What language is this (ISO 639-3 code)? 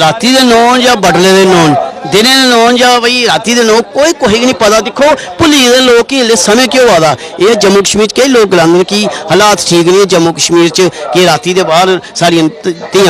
doi